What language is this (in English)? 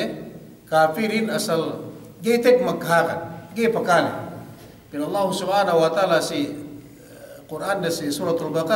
Yakan